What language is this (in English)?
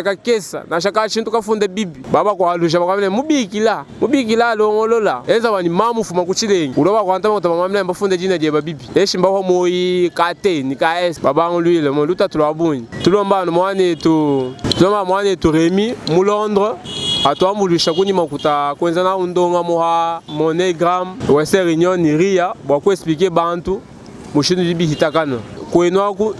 Luba-Lulua